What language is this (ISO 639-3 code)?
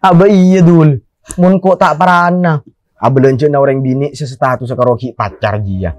mad